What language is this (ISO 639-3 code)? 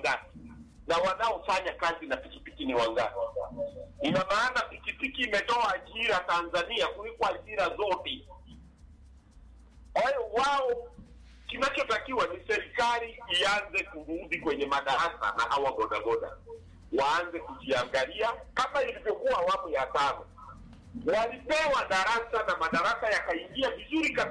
swa